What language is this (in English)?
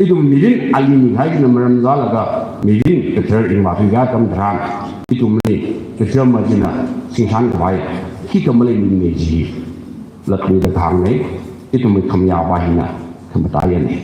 Tangkhul Naga (India)